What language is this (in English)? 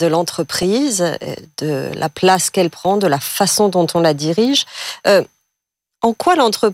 French